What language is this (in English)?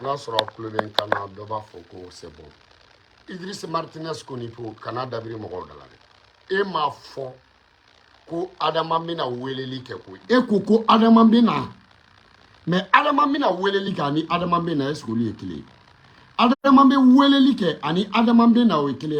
Bambara